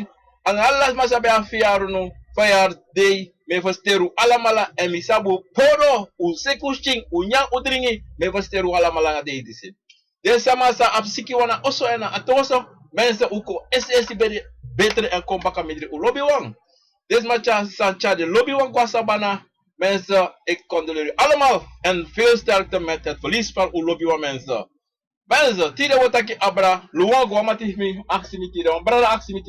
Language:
Sranan Tongo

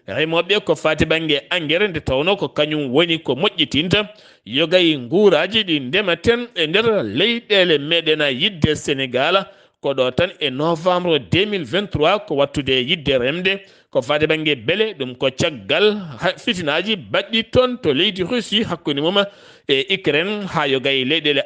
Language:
Fula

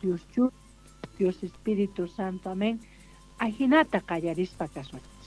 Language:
Quechua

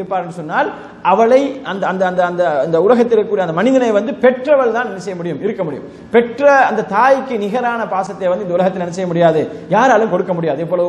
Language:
Tamil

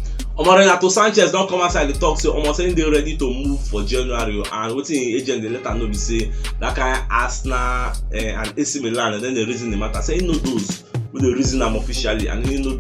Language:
Nigerian Pidgin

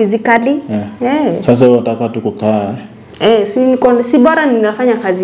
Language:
Swahili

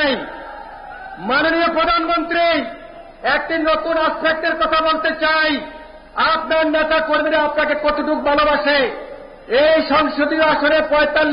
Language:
Bangla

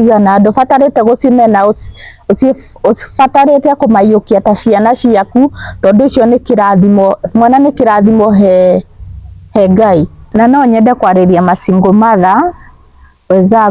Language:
Kikuyu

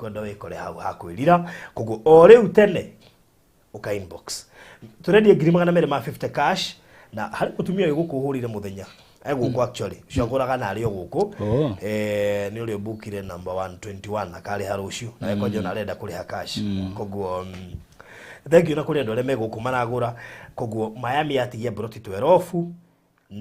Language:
Kikuyu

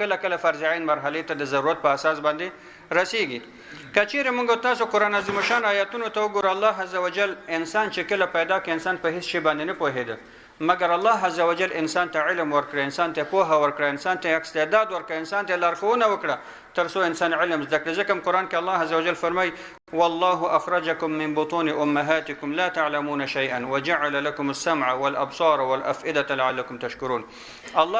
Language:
Pashto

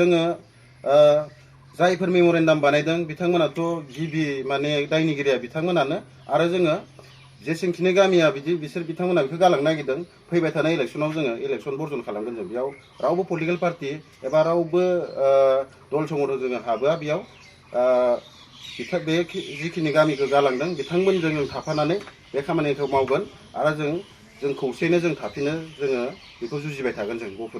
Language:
Bodo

